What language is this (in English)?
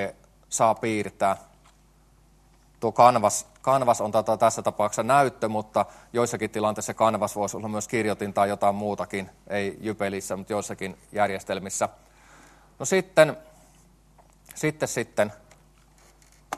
Finnish